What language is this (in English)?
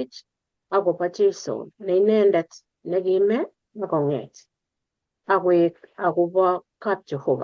Kalenjin